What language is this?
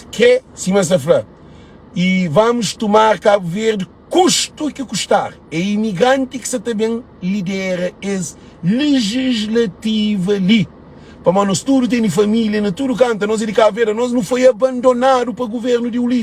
Kabuverdianu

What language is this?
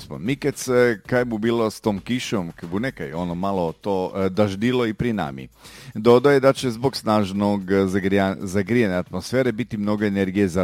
Croatian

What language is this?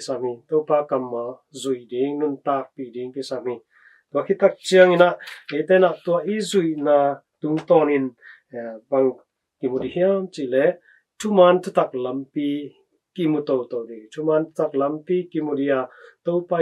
Tedim Chin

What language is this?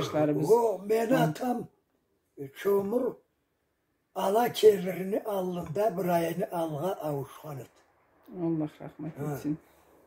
Karachay-Balkar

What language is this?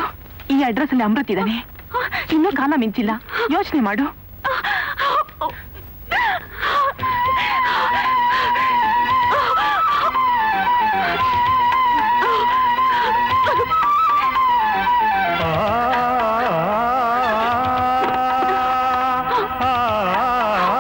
Kannada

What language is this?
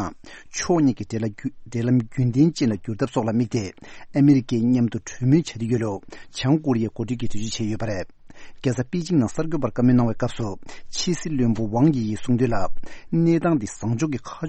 Tibetan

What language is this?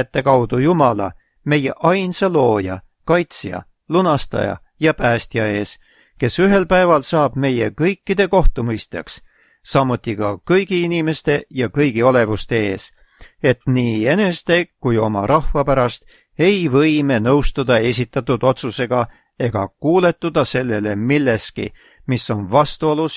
Estonian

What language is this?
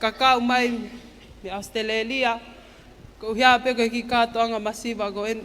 Tongan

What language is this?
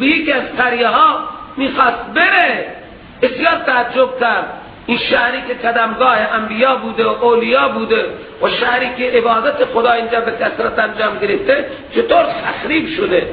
Persian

